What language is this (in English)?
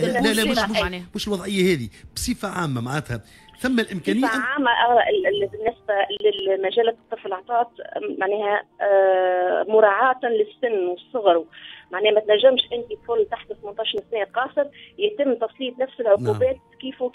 Tunisian Arabic